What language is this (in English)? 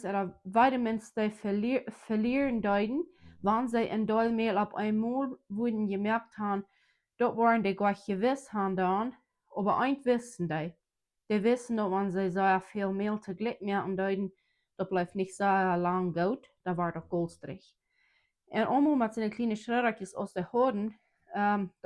Plautdietsch